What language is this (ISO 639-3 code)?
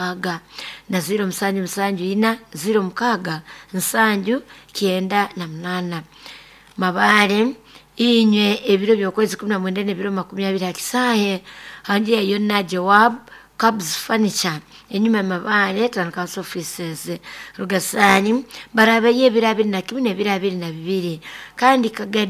nyo